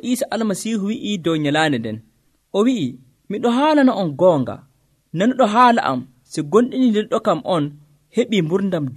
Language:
Nigerian Fulfulde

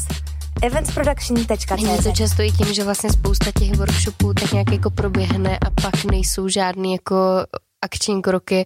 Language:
Czech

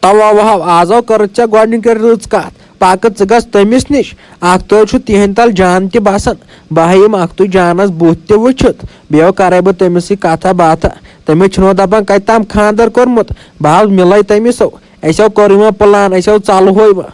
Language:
Kashmiri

